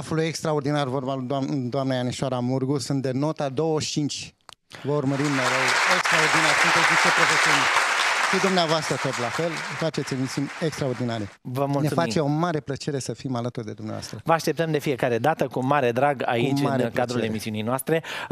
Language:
Romanian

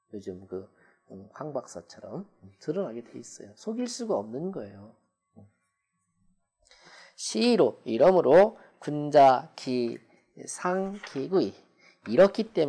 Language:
Korean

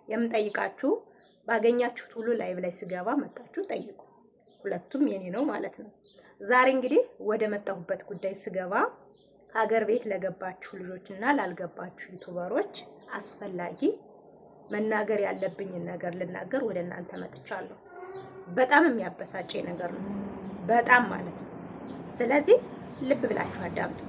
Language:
Amharic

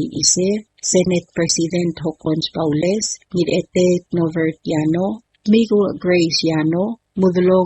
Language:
Palauan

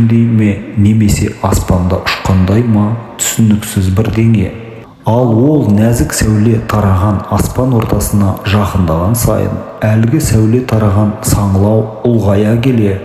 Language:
Kazakh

